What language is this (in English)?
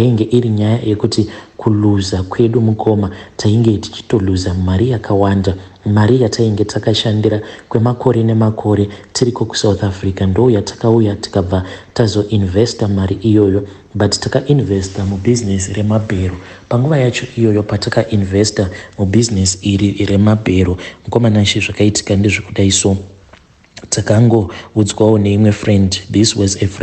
Shona